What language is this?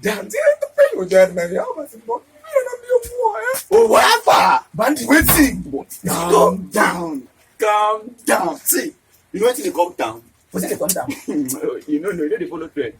Nigerian Pidgin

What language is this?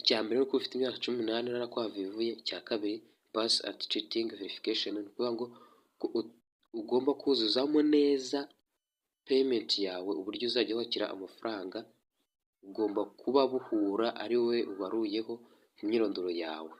Kinyarwanda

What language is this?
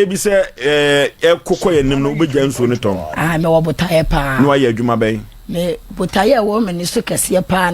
Akan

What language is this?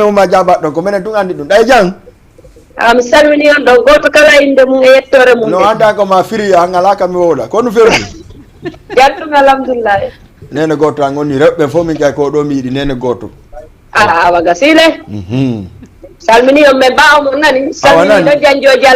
Fula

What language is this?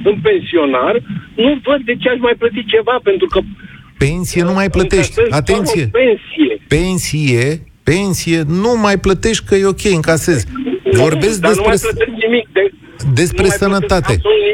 Romanian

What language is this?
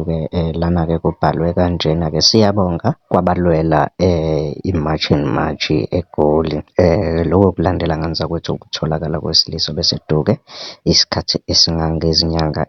Zulu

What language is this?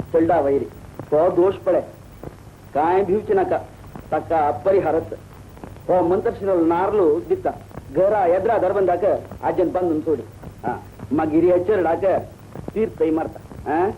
Konkani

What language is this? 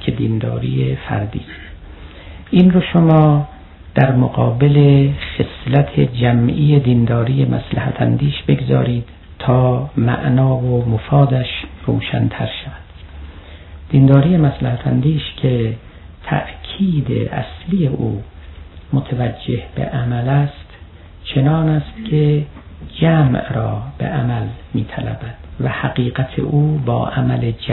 Persian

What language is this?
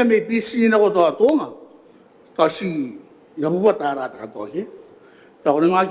Gilbertese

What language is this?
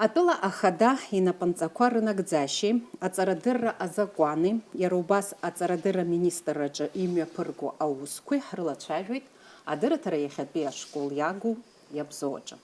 Abkhazian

